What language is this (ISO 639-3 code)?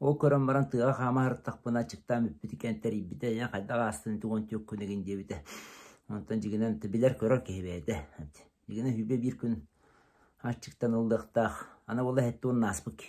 sah